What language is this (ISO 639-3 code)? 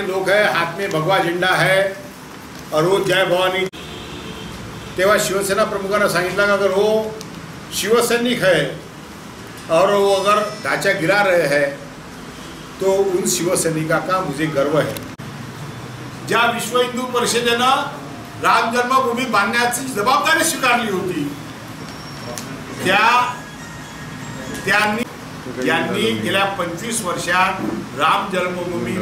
mar